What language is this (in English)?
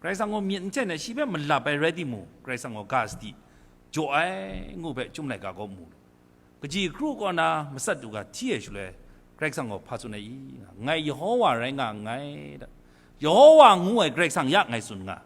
Kachin